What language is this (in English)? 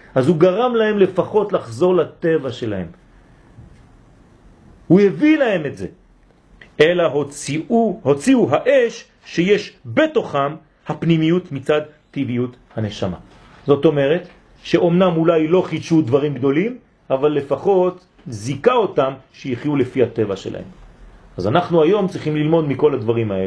Hebrew